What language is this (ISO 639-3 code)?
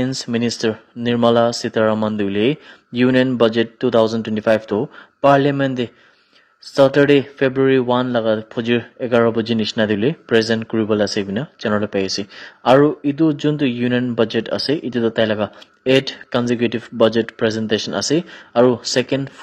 nag